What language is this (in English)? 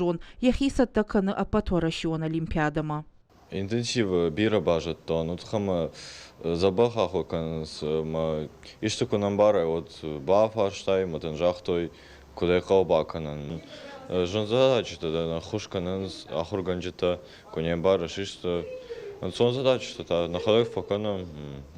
Ossetic